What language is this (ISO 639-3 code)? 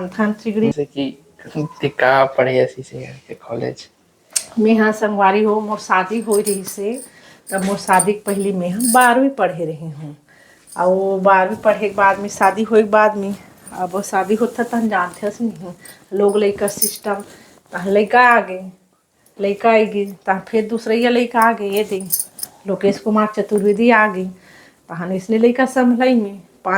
hne